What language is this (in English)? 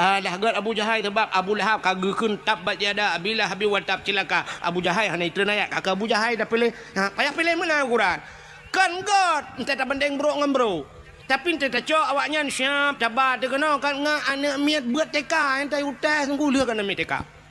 Achinese